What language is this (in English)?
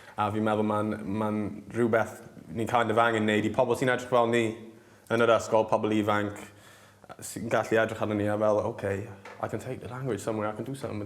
Welsh